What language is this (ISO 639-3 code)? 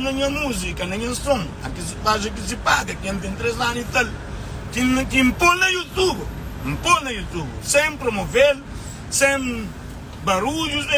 kea